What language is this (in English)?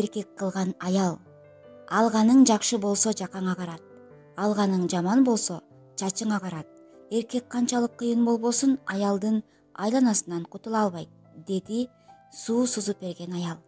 Kyrgyz